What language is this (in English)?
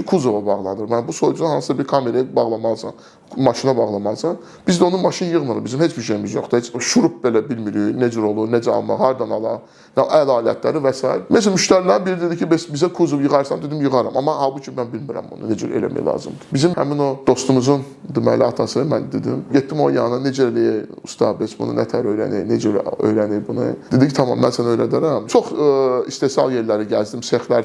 Azerbaijani